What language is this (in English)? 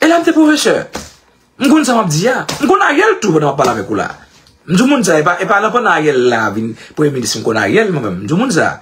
Haitian Creole